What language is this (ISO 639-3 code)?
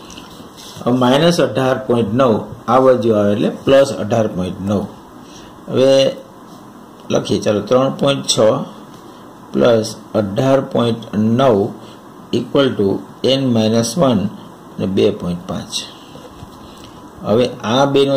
guj